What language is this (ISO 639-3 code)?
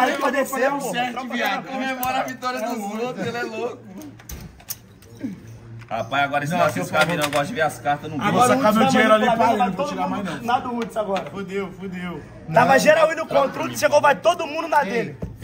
por